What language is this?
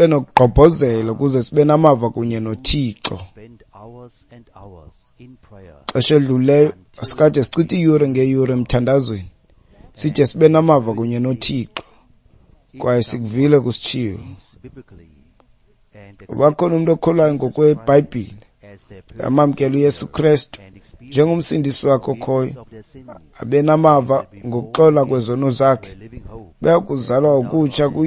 Xhosa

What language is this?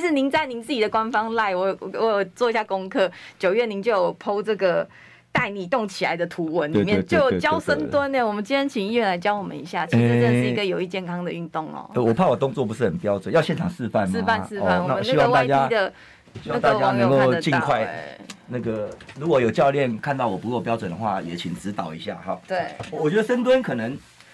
Chinese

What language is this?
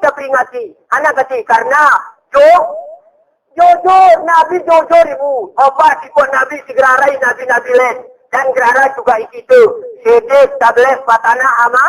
Gayo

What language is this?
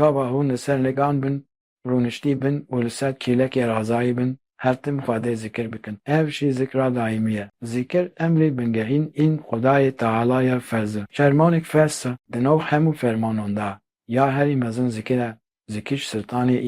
Kurdish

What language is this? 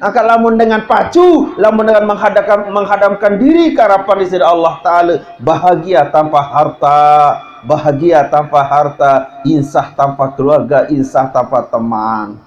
Sasak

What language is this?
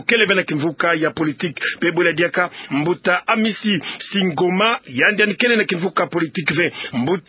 Kituba (Democratic Republic of Congo)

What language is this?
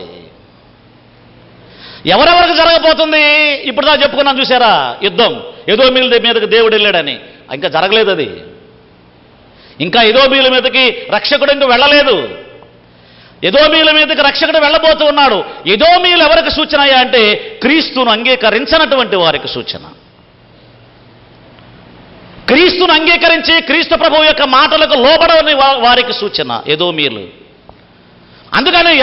Telugu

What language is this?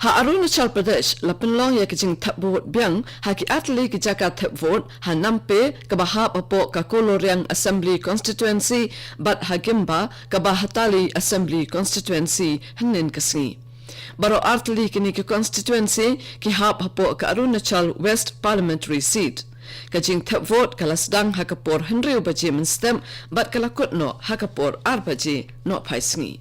Khasi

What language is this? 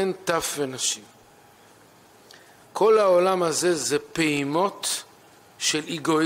Hebrew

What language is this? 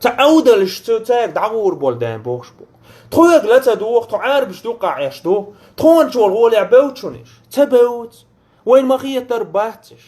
Chechen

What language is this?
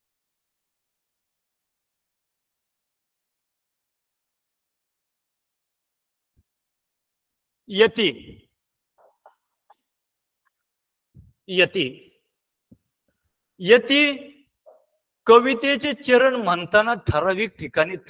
Marathi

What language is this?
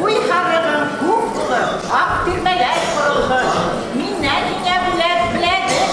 Bashkir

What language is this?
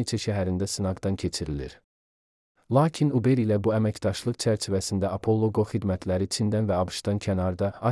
Azerbaijani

